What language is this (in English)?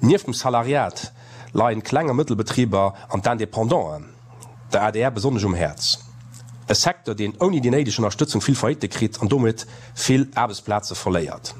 Luxembourgish